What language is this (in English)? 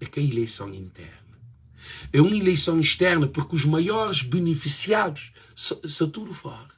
Kabuverdianu